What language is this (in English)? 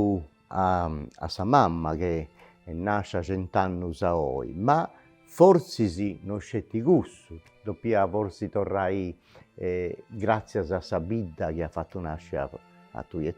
Sardinian